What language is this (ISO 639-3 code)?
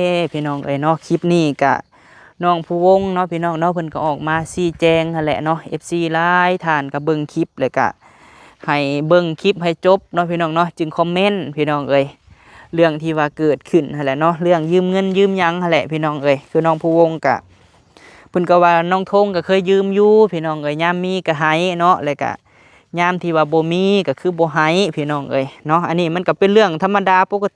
lao